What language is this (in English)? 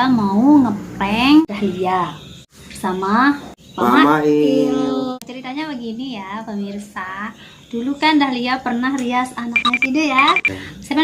Sasak